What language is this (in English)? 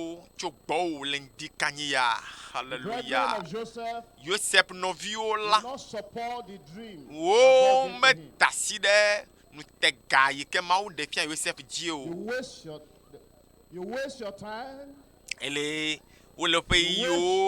Ewe